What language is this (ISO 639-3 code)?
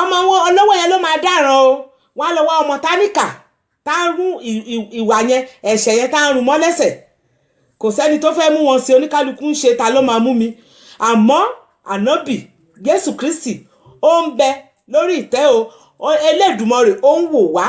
yor